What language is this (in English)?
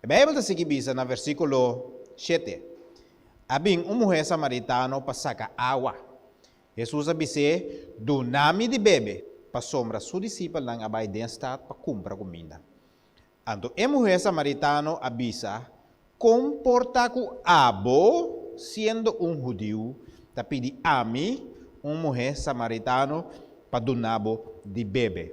Papiamento